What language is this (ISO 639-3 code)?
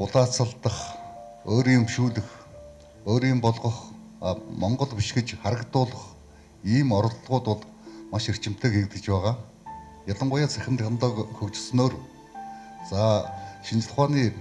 mon